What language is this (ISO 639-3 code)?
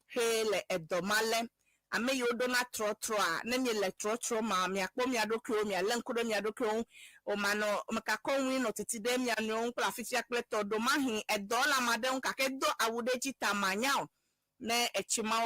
ewe